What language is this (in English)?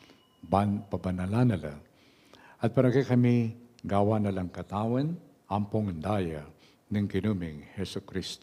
Pampanga